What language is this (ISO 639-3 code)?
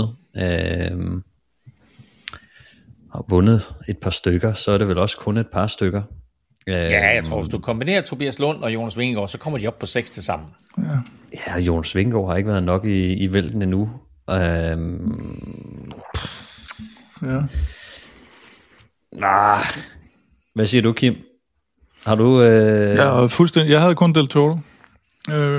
dan